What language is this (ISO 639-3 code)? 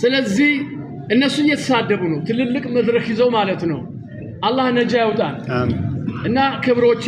amh